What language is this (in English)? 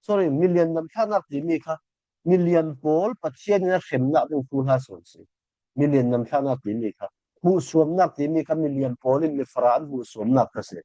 Falam Chin